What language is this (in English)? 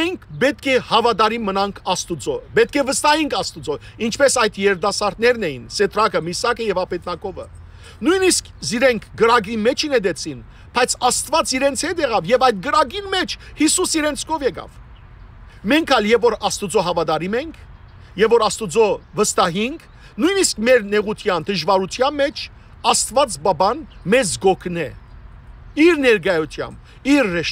Western Armenian